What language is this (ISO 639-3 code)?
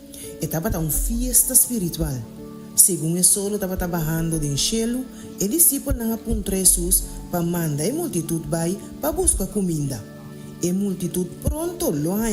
pap